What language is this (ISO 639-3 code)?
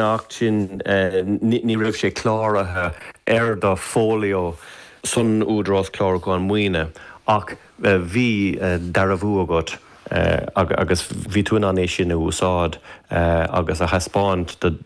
gle